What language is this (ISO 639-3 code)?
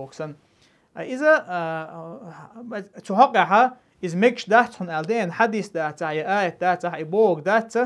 che